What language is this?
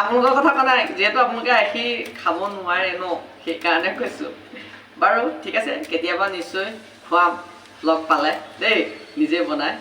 Assamese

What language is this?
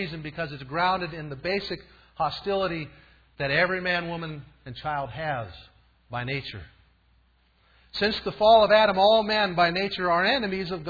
English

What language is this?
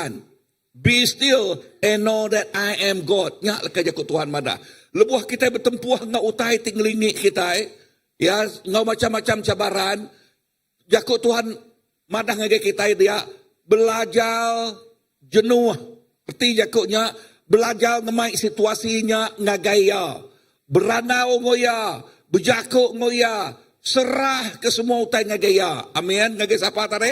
Iban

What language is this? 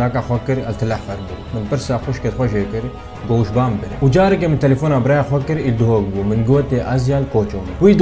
Kurdish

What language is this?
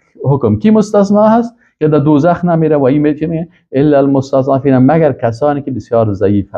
Persian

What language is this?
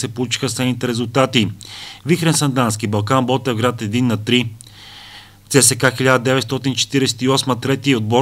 Bulgarian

